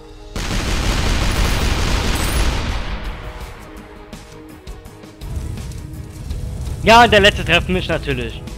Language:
German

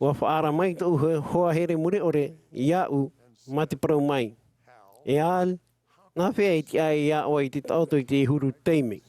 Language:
Tahitian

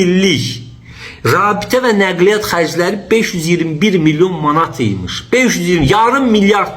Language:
Azerbaijani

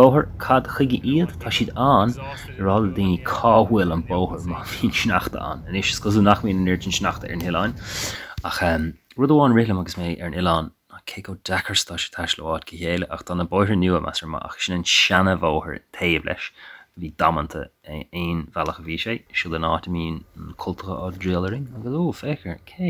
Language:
Irish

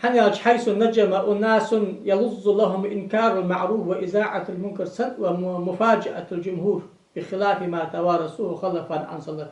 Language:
Ingush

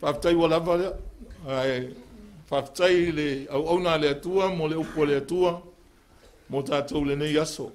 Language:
Samoan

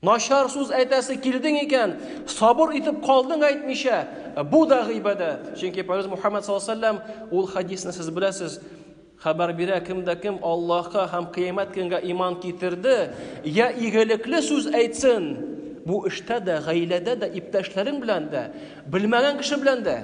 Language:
Tatar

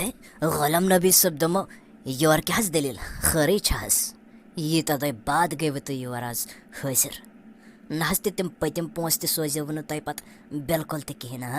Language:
Kashmiri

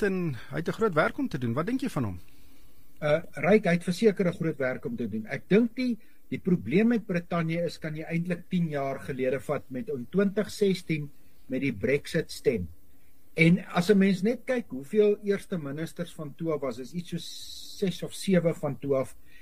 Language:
Afrikaans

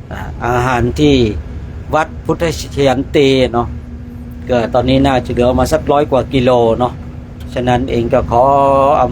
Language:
Pali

